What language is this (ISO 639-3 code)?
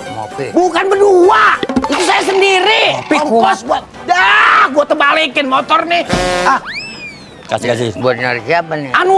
bew